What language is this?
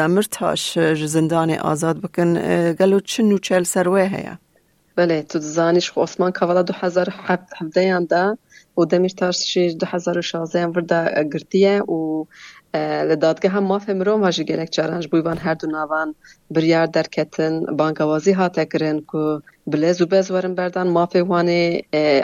Kurdish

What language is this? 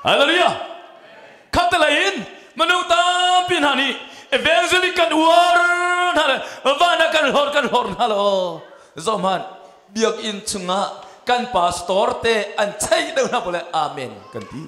Hakha Chin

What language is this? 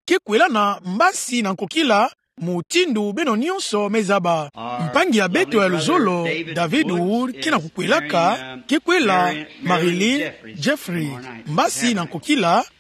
Kituba (Democratic Republic of Congo)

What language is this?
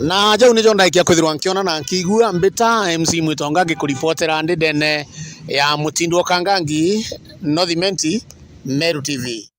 Meru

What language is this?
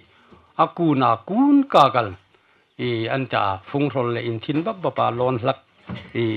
Hmar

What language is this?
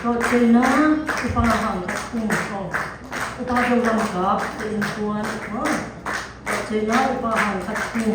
Siyin Chin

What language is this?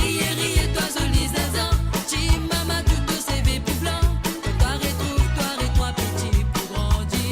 Morisyen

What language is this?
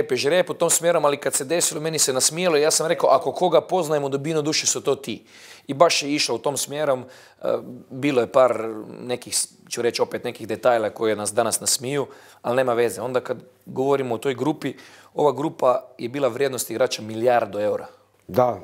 Bosnian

